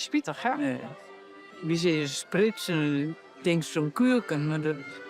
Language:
Western Frisian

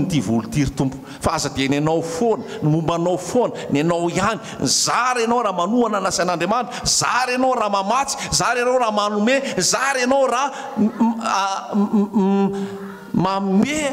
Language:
Malagasy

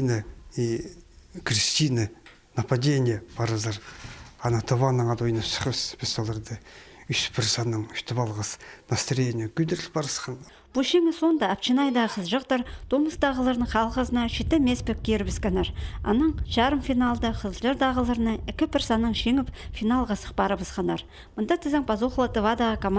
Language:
Khakas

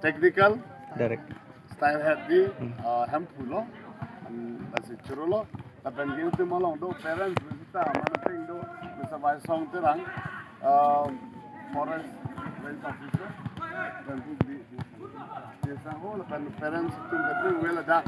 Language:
Karbi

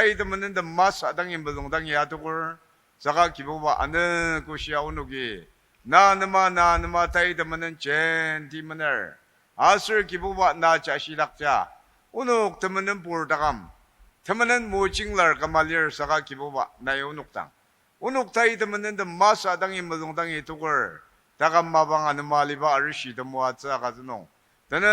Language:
Ao Naga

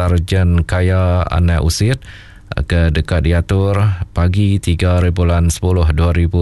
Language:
Iban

